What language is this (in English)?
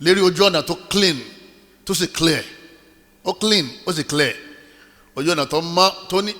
Yoruba